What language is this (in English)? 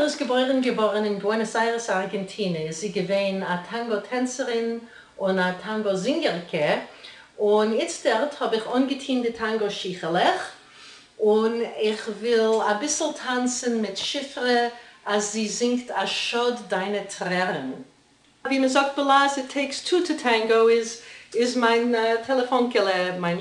Yiddish